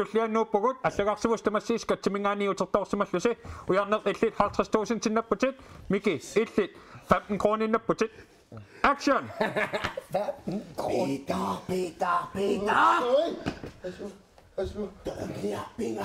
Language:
Kalaallisut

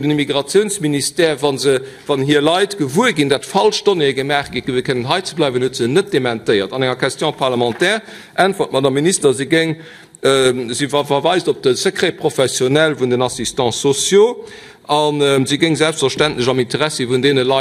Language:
Luxembourgish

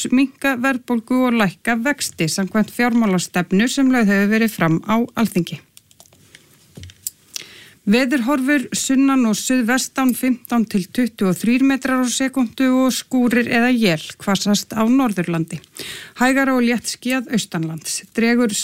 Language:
Icelandic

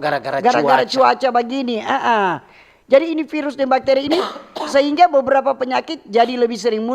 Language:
Manado Malay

